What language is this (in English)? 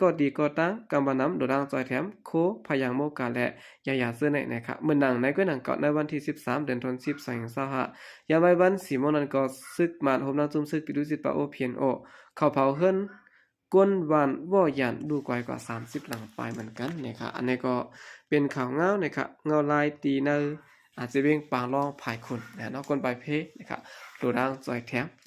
Shan